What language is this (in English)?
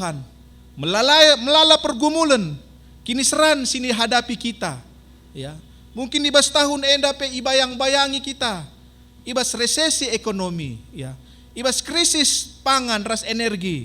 Batak Karo